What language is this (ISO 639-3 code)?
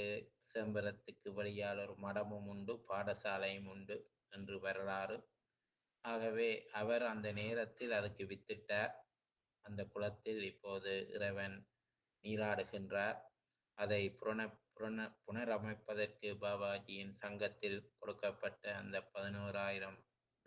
tam